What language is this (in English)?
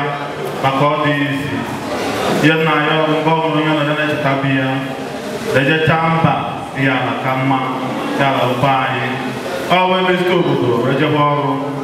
Igbo